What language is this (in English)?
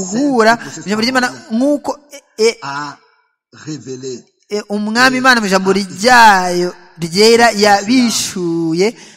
Kinyarwanda